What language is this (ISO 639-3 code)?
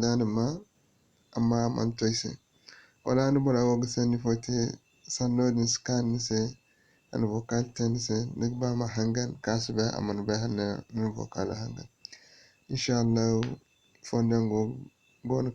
dje